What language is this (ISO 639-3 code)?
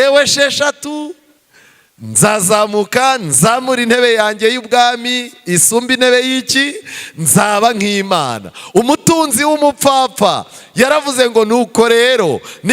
kin